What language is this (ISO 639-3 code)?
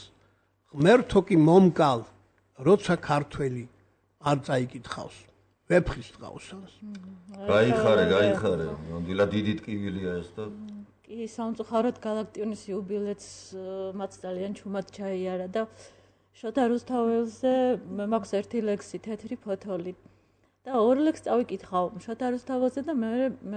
kat